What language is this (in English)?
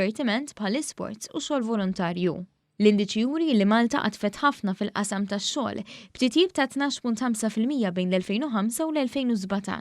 Maltese